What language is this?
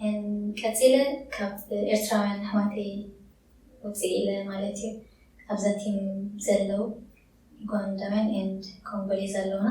Tigrinya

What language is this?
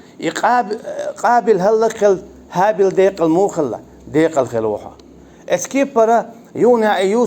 Chechen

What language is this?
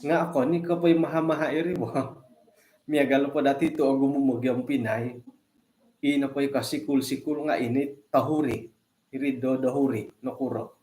Central Dusun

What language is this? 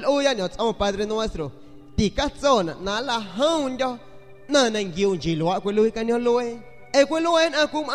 San Pedro Amuzgos Amuzgo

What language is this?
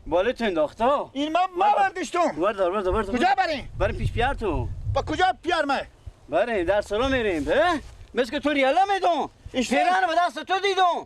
Persian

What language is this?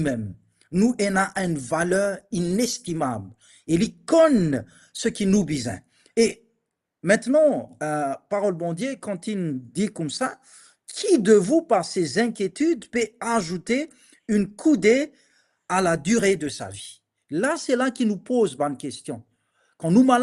Morisyen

